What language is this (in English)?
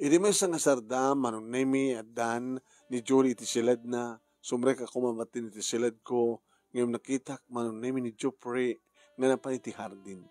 Iloko